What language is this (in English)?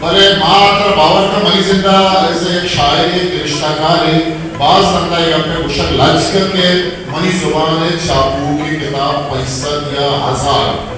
Eastern Balochi